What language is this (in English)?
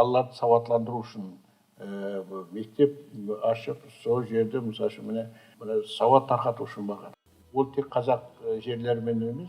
Kara-Kalpak